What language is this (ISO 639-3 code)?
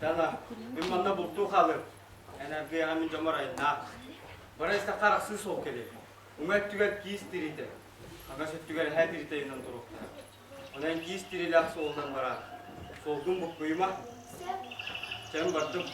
sah